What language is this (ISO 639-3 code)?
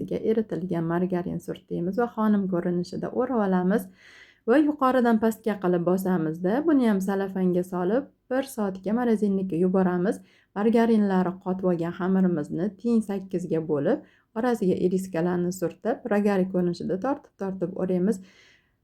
uzb